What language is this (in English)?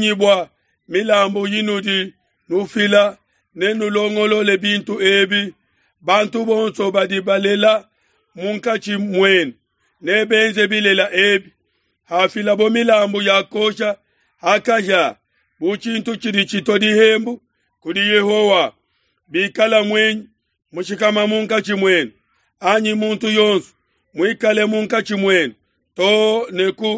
Luba-Lulua